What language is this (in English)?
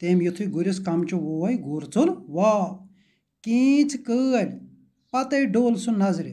Kashmiri